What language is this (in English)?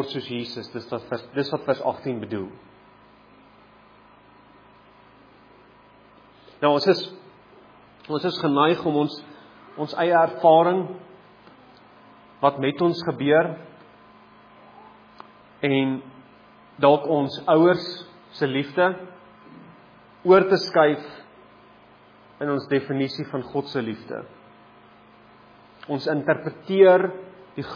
Afrikaans